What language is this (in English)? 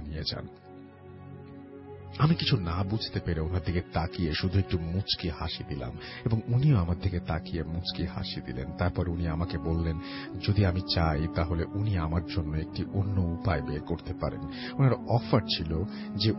Bangla